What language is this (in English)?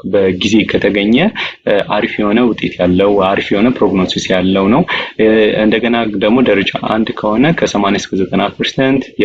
Amharic